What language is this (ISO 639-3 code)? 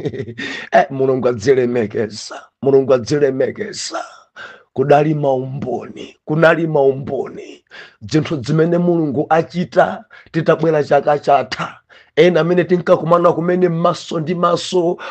nya